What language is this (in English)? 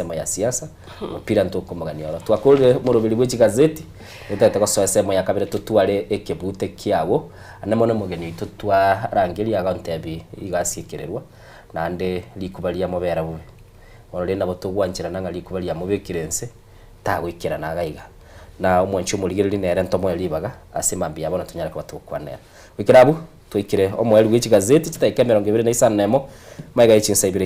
Gusii